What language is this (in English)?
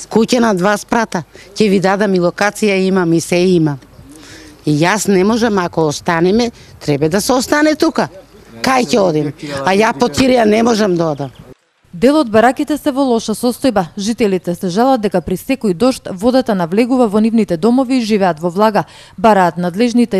Macedonian